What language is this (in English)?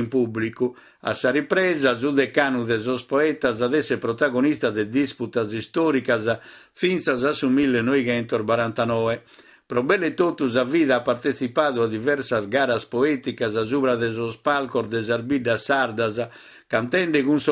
Sardinian